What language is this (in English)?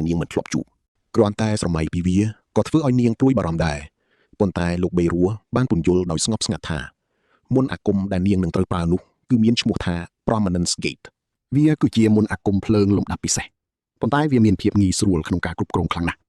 Khmer